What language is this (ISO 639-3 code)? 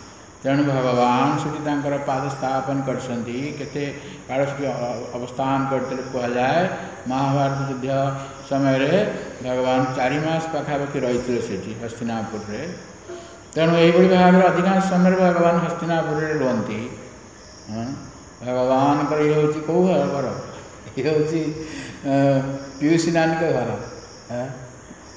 ori